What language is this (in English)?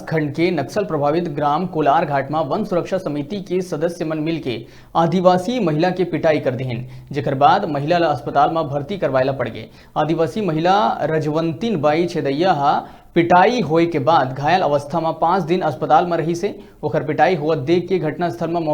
Chhattisgarhi